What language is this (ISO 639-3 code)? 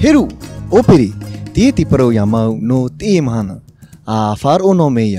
tah